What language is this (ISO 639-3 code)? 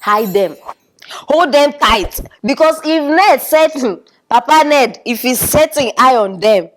pcm